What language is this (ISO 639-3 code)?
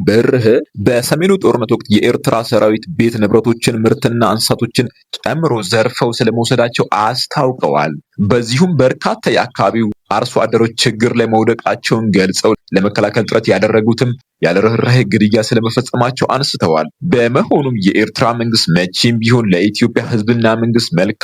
amh